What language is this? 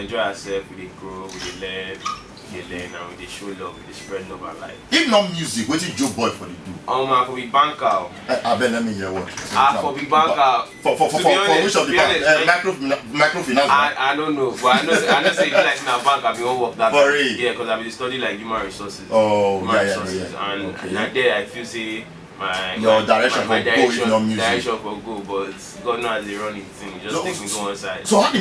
Nigerian Pidgin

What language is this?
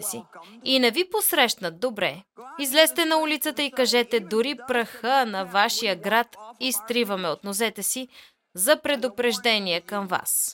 Bulgarian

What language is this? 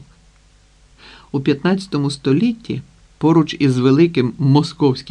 Ukrainian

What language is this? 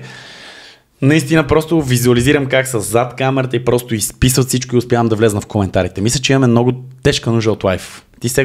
Bulgarian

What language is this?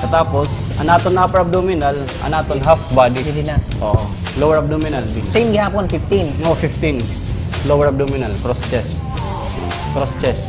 Waray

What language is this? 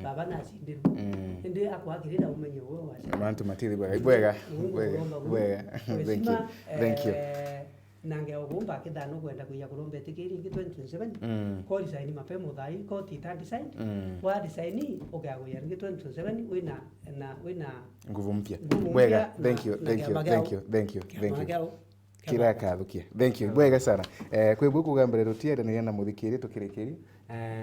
Meru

